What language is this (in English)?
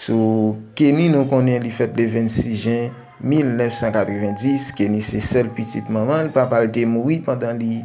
Haitian Creole